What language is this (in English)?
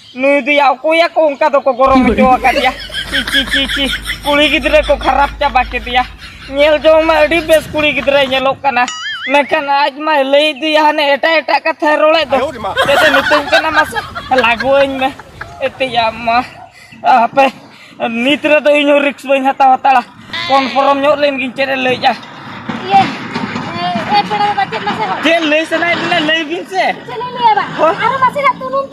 Santali